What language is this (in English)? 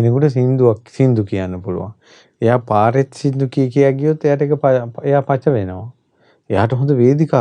Sinhala